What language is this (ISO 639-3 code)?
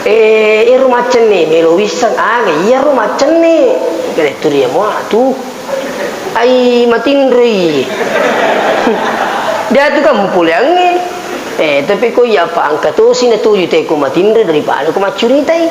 bug